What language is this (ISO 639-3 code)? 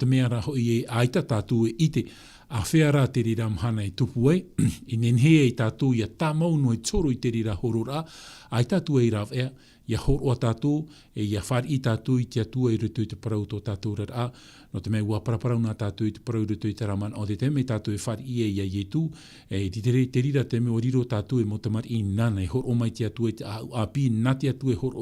tah